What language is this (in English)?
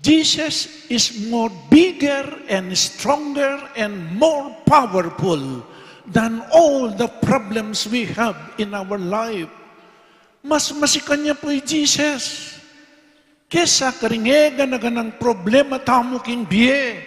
Pampanga